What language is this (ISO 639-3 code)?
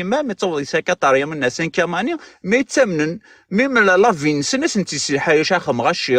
kab